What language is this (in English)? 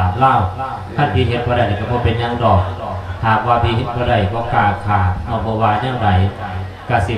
Lao